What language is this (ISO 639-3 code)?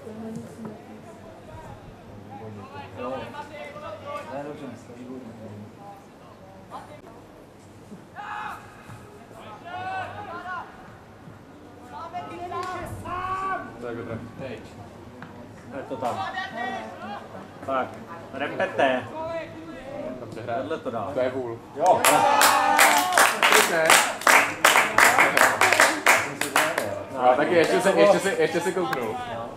ces